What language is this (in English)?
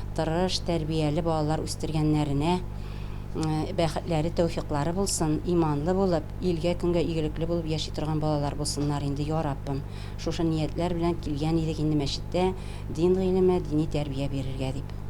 Tatar